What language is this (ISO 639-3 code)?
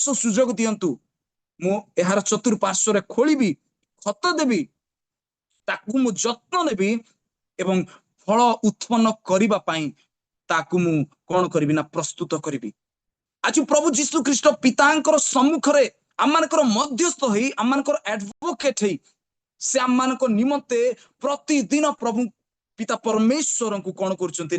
ori